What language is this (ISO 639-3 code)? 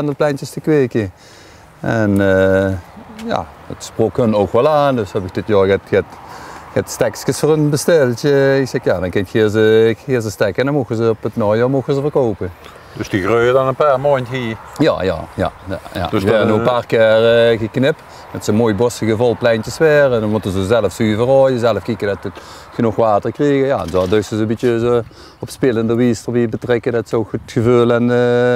lim